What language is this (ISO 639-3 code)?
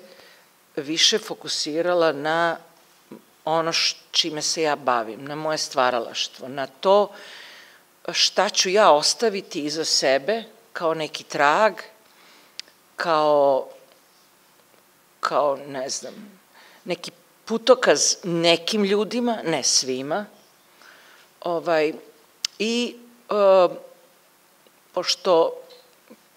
srp